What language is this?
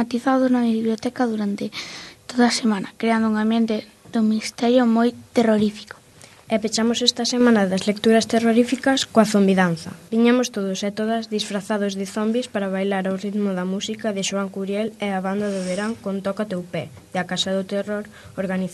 Galician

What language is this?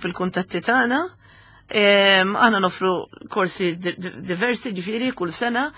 Maltese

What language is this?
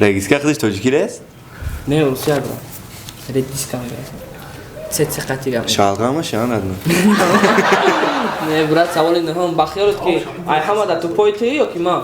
Tajik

